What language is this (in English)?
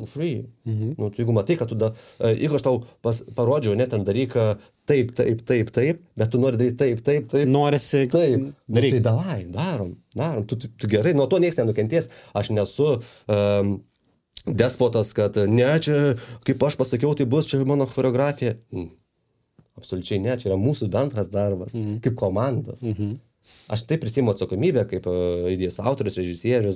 Lithuanian